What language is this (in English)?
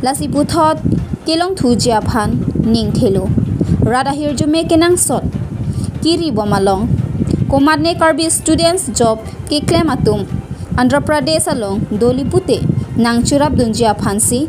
Karbi